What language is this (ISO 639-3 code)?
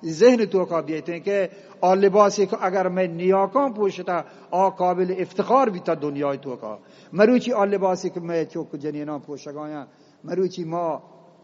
bgp